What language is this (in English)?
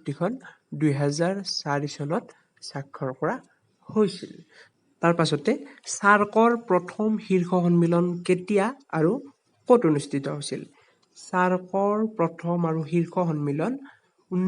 Assamese